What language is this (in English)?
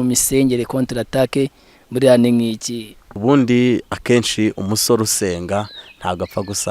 Kinyarwanda